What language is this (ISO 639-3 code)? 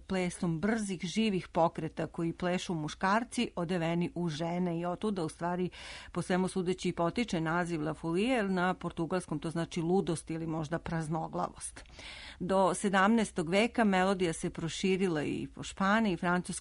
srp